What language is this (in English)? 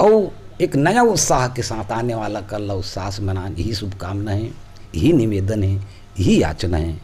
Chhattisgarhi